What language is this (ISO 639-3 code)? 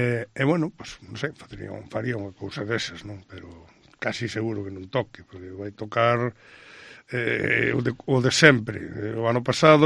glg